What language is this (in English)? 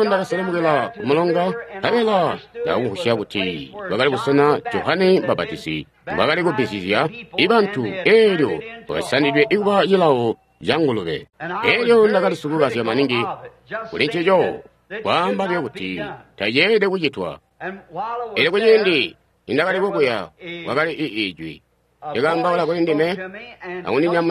Tonga (Zambia)